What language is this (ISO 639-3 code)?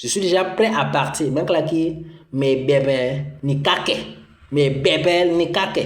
bas